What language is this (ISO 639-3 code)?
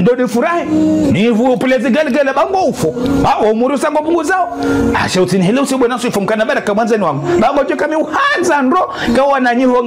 zdj